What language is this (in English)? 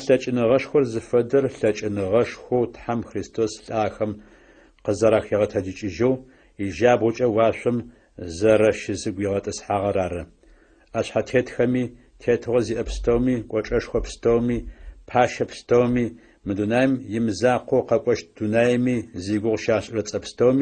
Adyghe